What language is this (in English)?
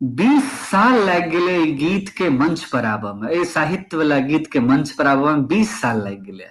Maithili